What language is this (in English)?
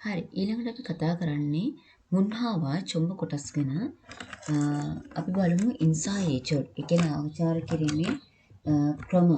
Sinhala